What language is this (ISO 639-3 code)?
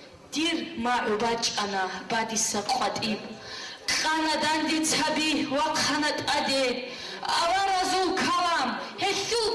ava